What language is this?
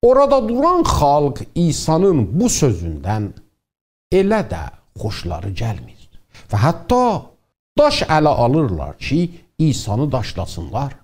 South Azerbaijani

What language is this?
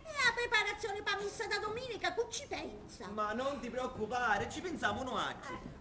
Sicilian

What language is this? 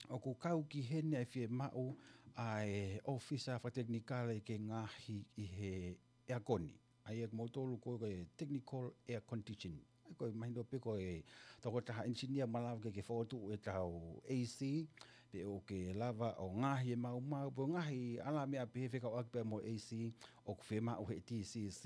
Tongan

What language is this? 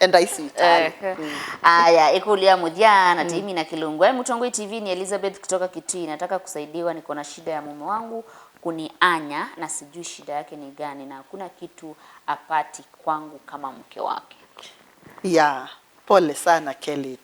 Kamba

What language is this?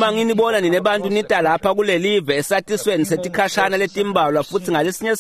Swati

